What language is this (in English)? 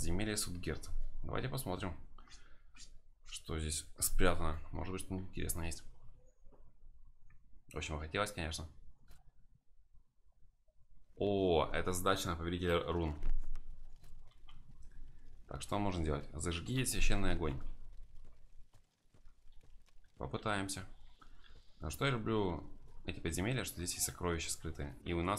Russian